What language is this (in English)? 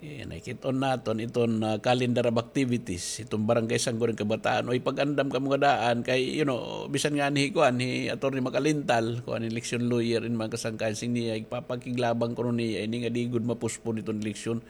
Waray